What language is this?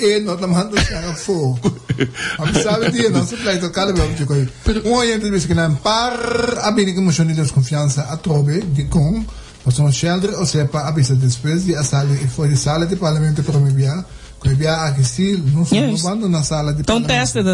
Papiamento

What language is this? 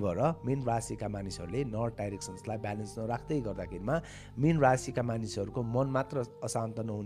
Nepali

